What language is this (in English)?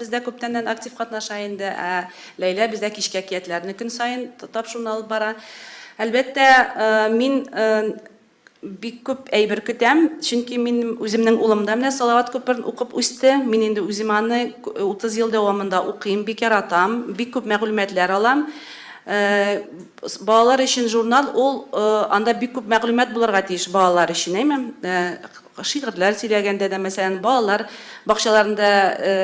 Tatar